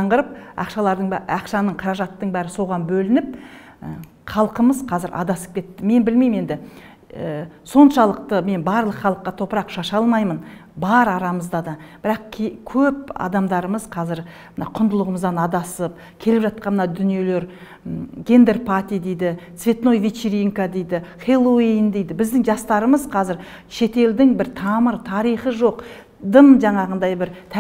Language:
Kazakh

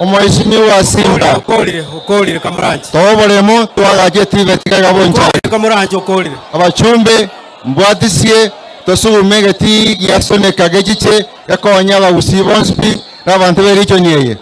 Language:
Gusii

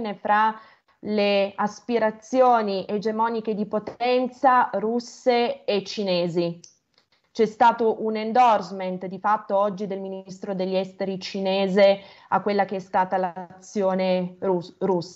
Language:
Italian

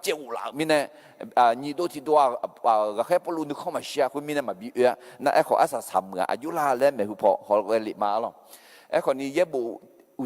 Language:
Akha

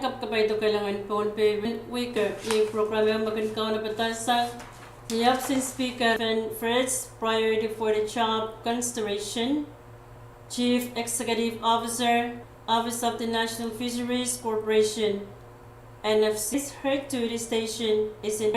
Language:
Pohnpeian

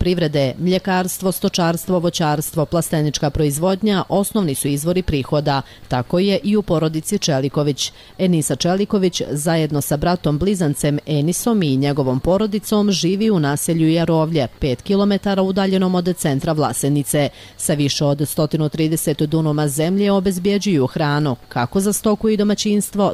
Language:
Bosnian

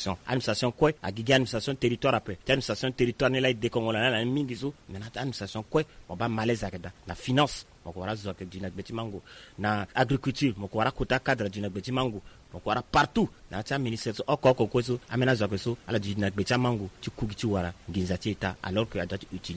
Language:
Sango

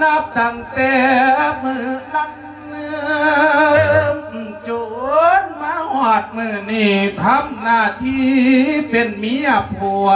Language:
Lao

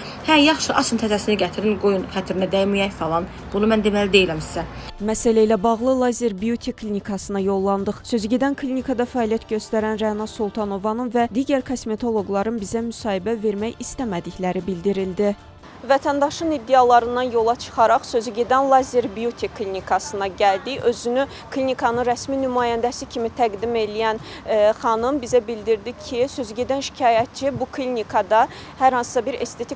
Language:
Azerbaijani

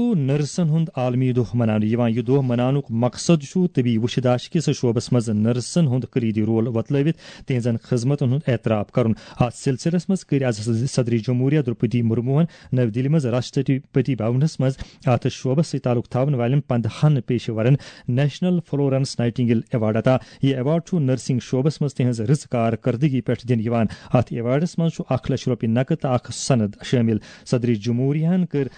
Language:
Kashmiri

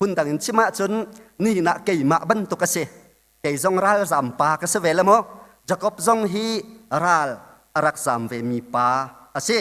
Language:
Hakha Chin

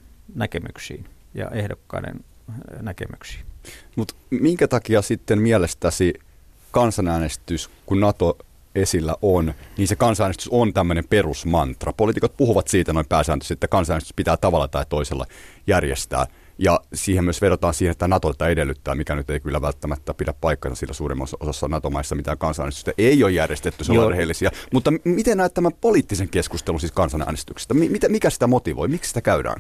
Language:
Finnish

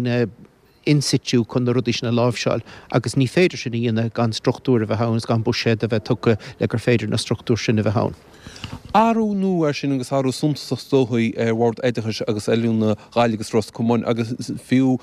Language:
Irish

